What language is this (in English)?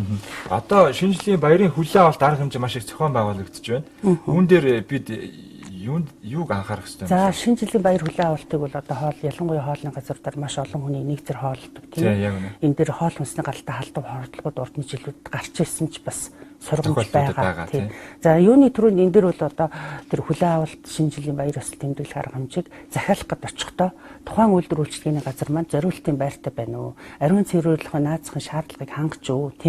Mongolian